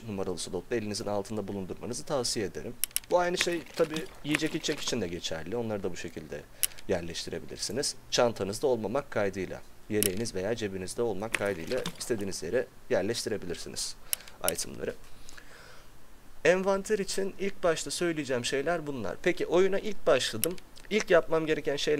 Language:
Turkish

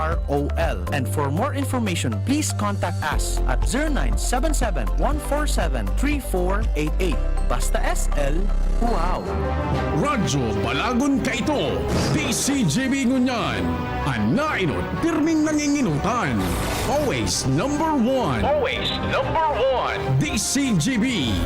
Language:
Bikol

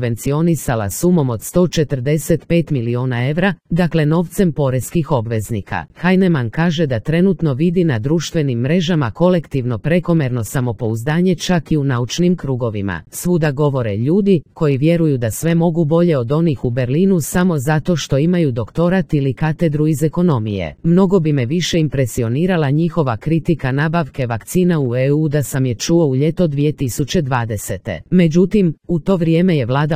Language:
Croatian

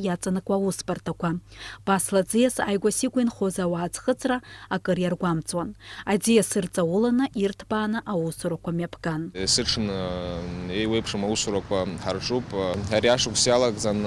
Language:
Abkhazian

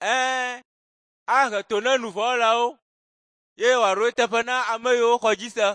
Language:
Ewe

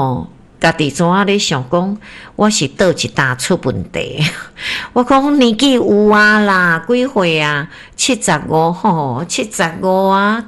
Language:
Min Nan Chinese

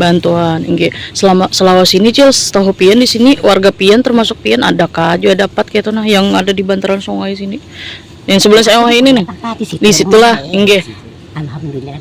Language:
Banjar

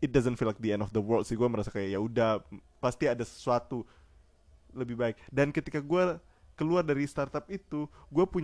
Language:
Indonesian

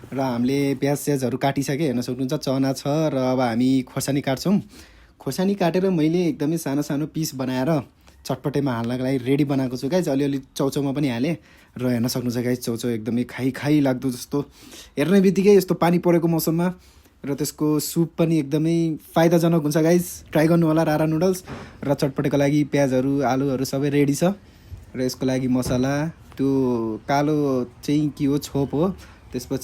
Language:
Nepali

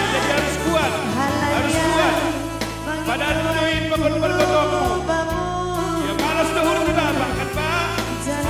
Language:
Batak Simalungun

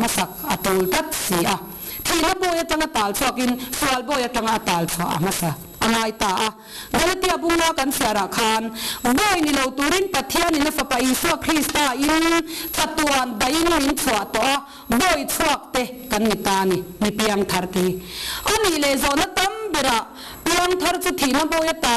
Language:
Mizo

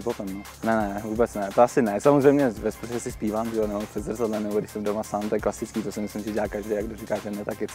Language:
Czech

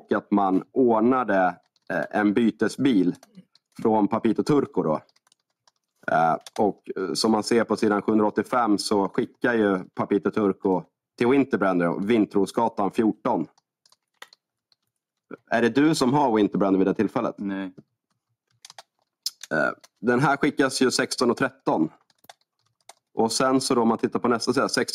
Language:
Swedish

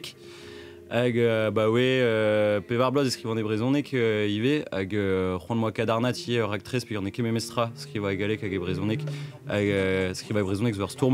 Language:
Breton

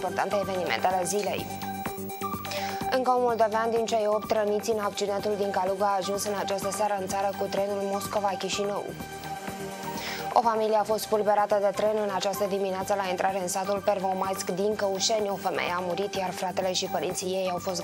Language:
Romanian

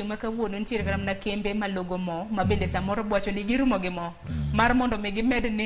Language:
Luo (Kenya and Tanzania)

